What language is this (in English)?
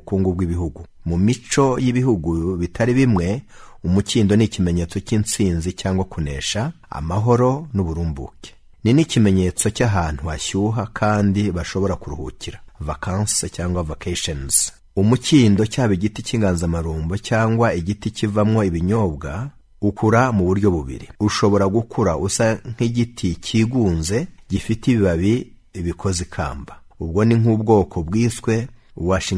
Kinyarwanda